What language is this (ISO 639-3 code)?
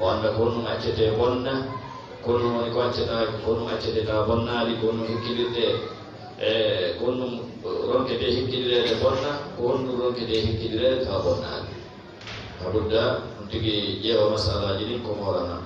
ful